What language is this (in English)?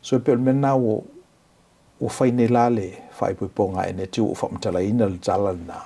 Samoan